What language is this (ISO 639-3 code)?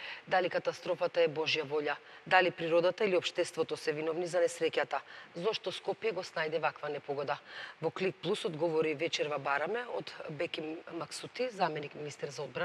mkd